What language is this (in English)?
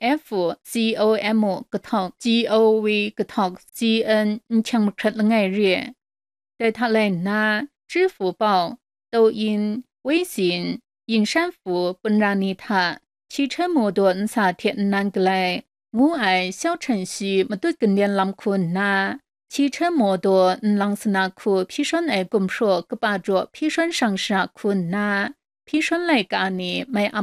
Kachin